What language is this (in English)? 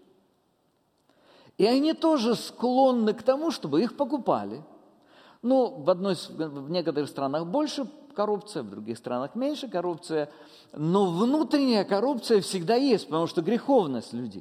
Russian